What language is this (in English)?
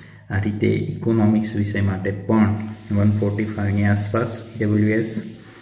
Gujarati